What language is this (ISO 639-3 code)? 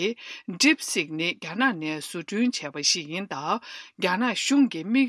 bod